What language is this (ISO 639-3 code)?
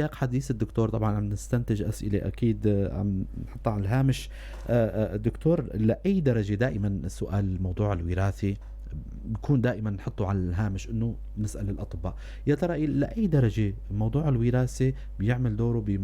apc